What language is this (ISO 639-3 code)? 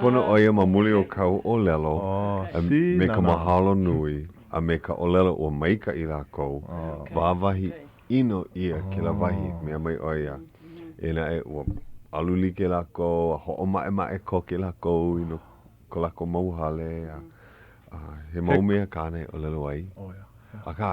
haw